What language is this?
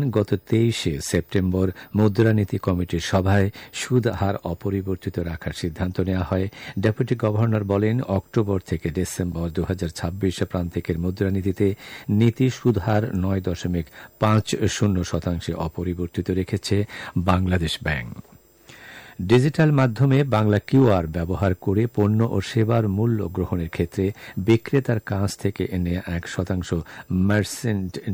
Bangla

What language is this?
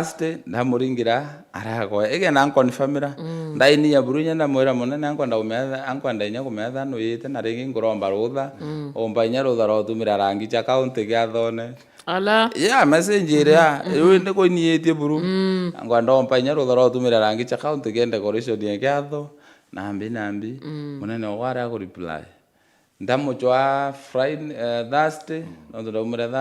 Meru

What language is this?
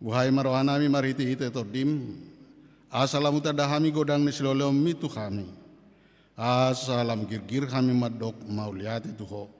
Batak Toba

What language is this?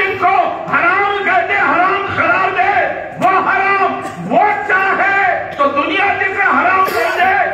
Urdu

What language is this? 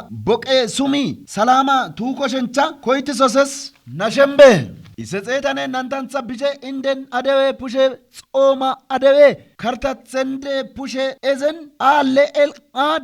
Kafa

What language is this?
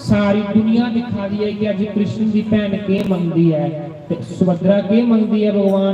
Dogri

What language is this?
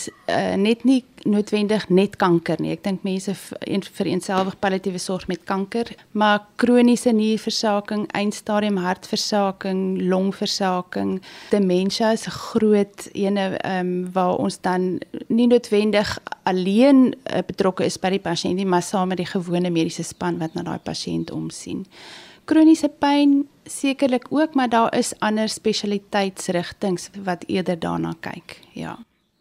Afrikaans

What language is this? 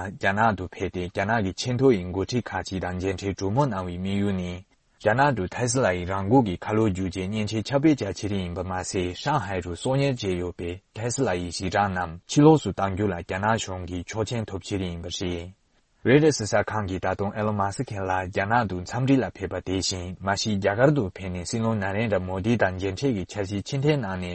Tibetan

